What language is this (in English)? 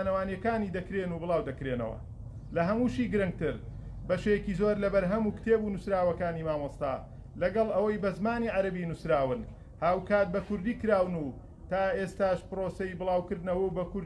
Central Kurdish